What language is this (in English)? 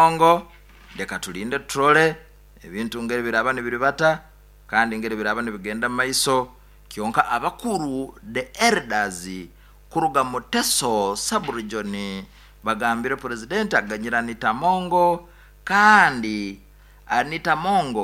Nyoro